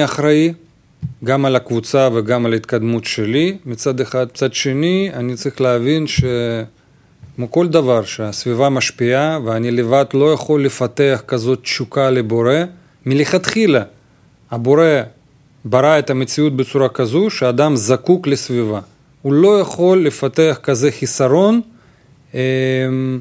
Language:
Hebrew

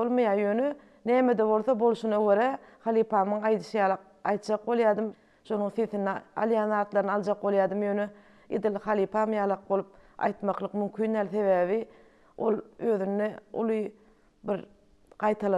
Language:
Turkmen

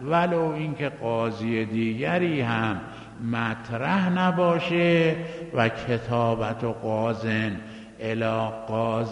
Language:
Persian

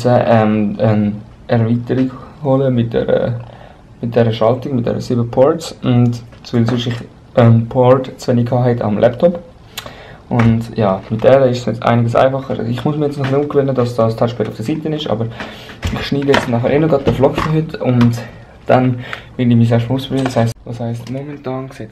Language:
Swiss German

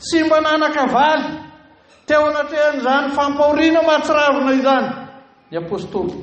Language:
Malagasy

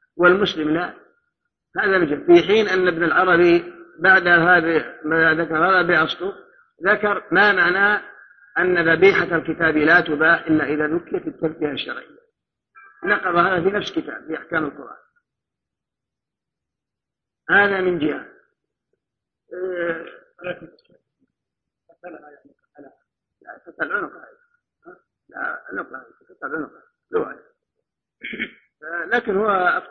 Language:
Arabic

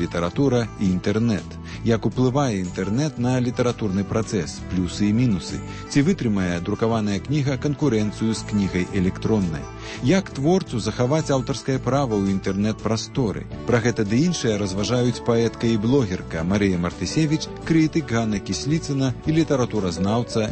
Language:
Belarusian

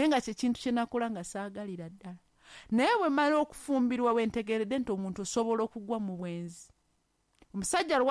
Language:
Ganda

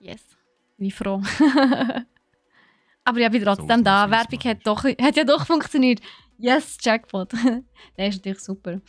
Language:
Swiss German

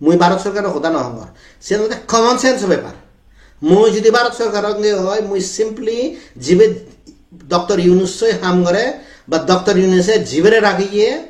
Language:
Chakma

